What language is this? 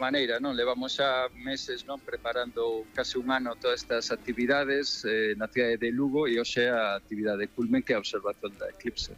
Galician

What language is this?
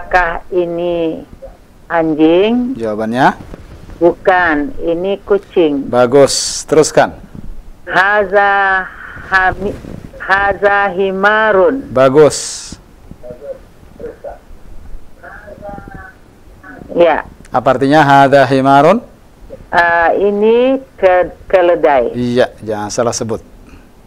Indonesian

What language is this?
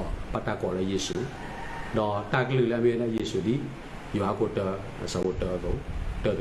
S'gaw Karen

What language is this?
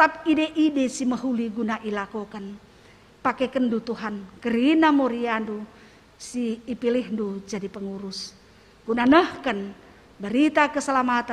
Batak Karo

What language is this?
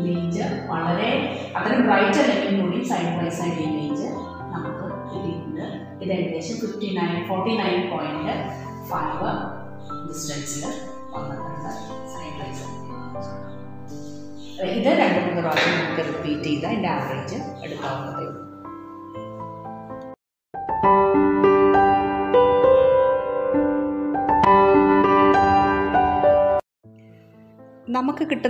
Malayalam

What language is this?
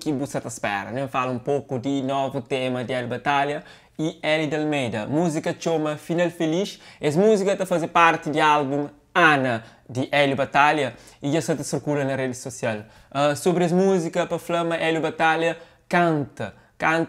Kabuverdianu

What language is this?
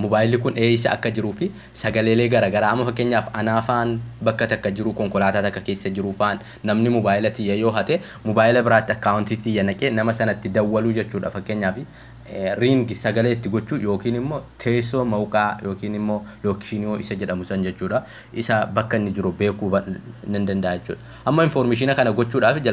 Oromo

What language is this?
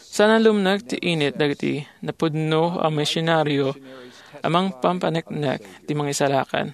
Iloko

